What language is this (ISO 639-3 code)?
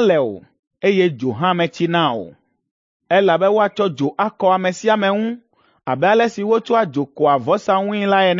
ewe